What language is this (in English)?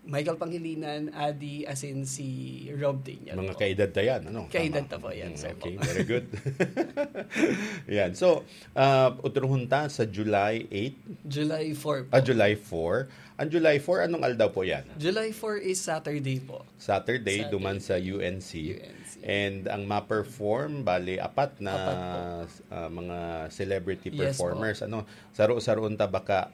Bikol